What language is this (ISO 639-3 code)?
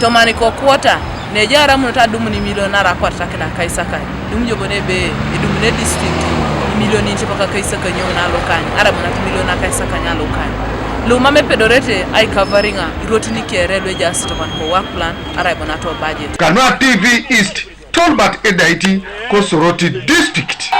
teo